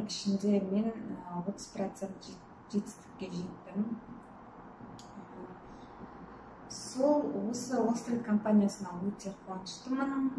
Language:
Kazakh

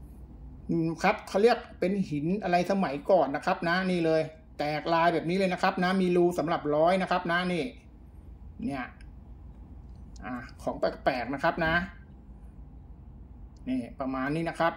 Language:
Thai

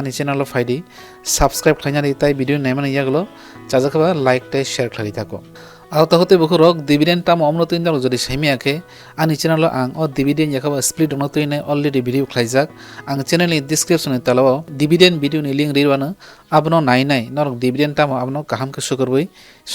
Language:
Kok Borok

